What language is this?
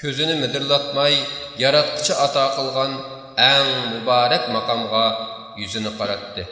Uyghur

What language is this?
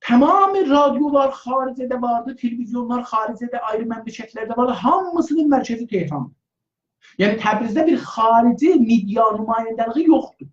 South Azerbaijani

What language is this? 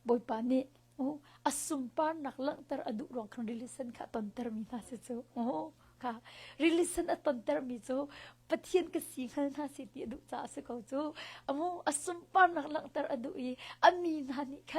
Hakha Chin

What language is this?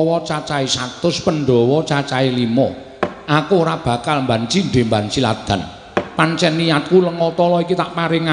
Javanese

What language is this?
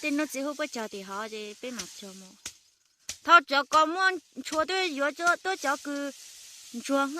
Hmong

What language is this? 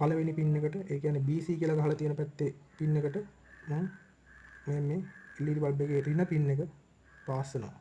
Sinhala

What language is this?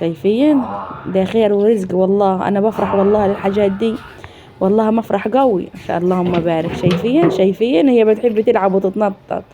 Egyptian Arabic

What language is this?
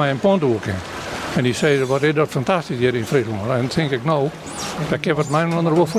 Western Frisian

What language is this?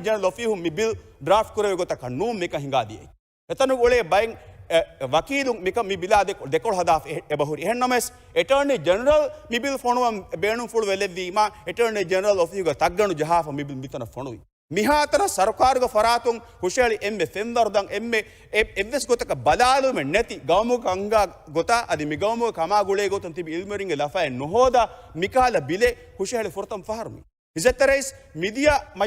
Divehi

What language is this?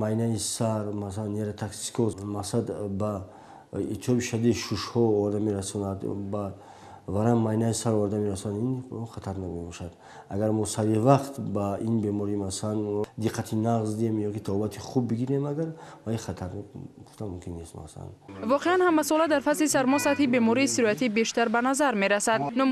Tajik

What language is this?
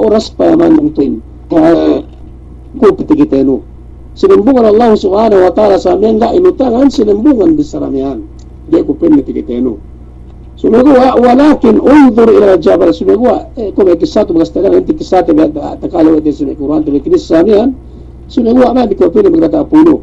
Yakan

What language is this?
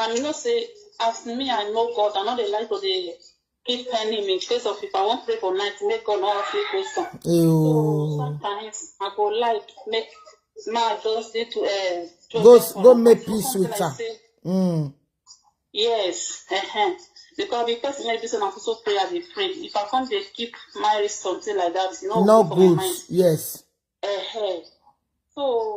Nigerian Pidgin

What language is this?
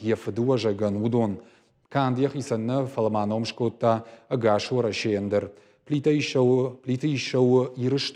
Ossetic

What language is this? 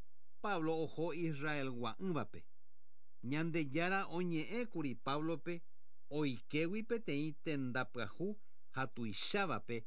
Guarani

